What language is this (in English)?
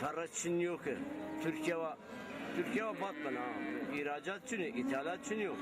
Zaza